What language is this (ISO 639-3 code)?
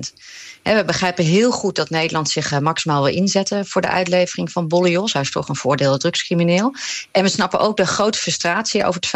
nld